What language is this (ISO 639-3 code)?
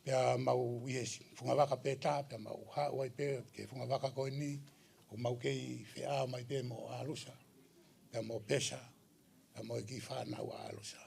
ton